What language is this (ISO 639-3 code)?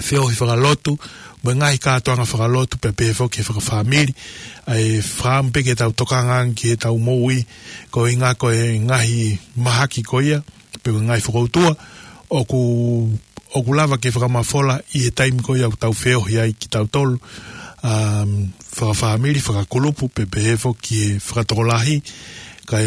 ton